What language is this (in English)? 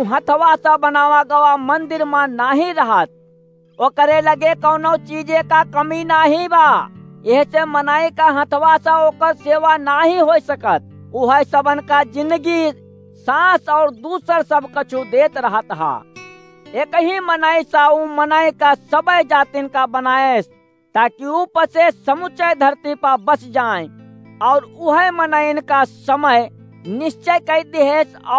Awadhi